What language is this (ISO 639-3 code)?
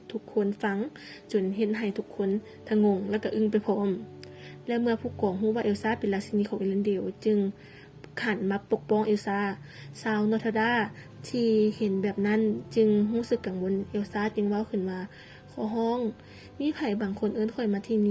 lao